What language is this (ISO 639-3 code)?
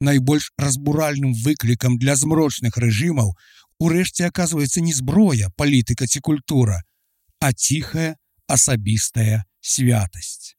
bel